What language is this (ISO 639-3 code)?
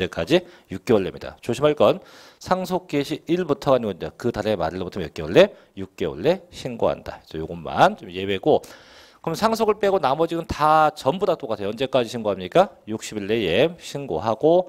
kor